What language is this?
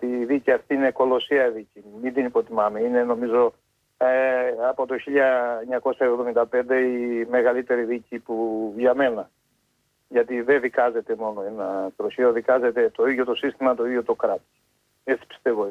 Greek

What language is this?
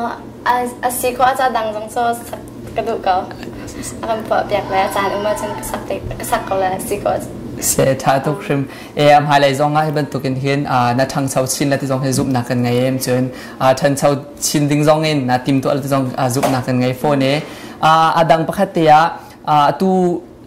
Hakha Chin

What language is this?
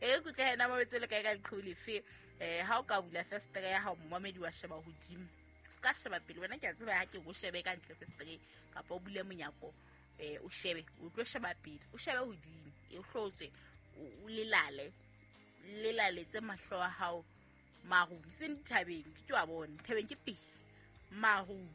Southern Sotho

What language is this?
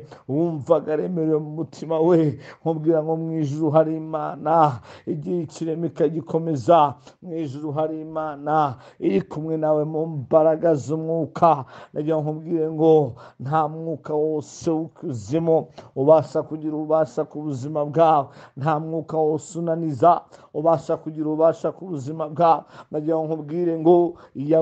Kinyarwanda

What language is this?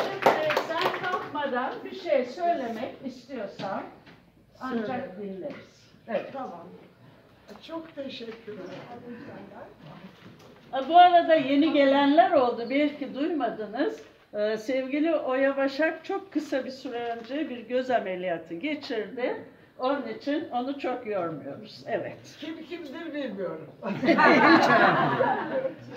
Turkish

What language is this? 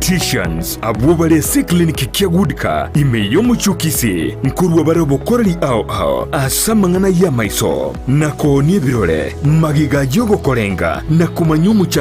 Gusii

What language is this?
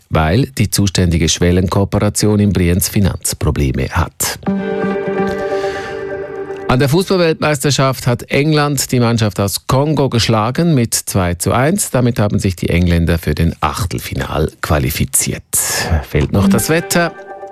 German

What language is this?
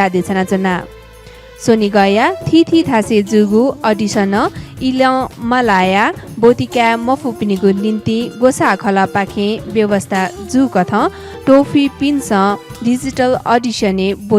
Newari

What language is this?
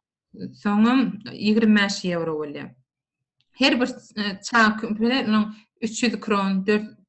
Turkmen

